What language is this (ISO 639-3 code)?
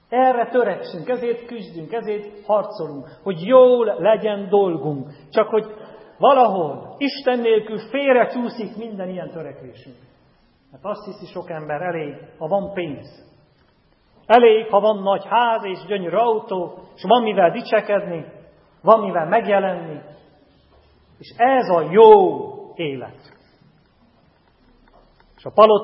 hun